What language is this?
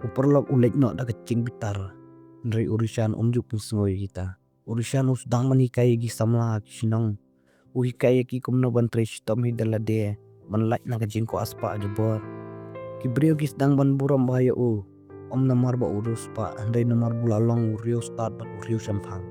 Khasi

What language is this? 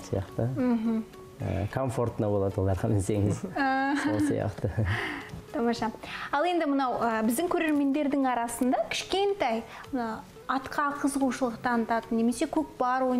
Kazakh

